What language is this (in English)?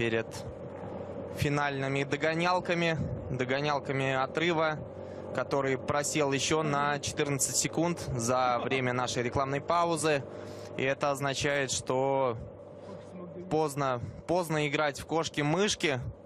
Russian